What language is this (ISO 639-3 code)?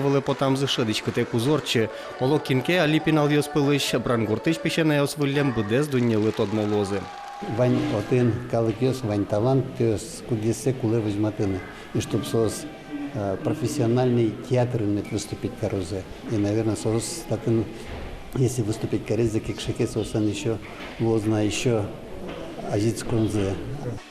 udm